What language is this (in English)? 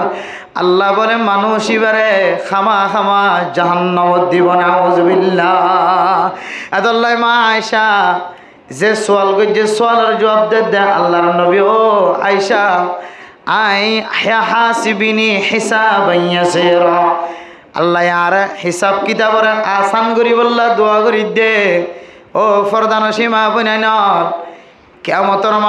Rohingya